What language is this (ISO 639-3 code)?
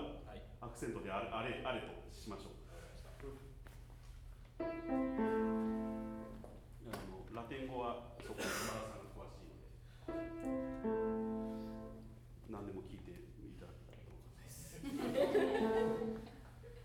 jpn